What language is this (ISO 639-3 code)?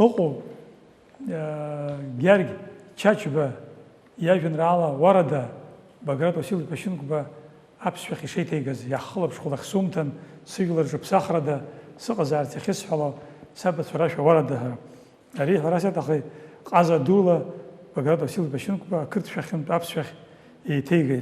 abk